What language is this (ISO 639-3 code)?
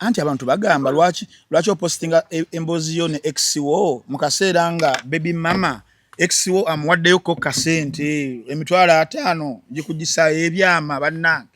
lug